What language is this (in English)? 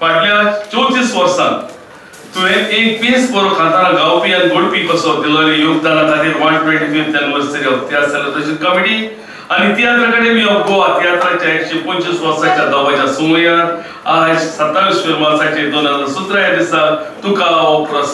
Konkani